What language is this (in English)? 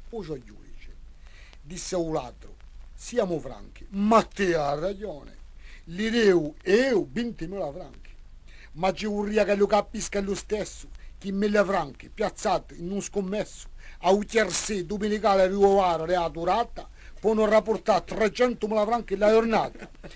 Corsican